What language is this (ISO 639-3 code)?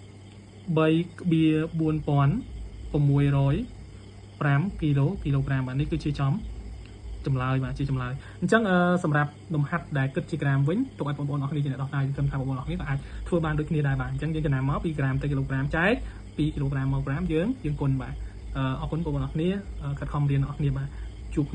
khm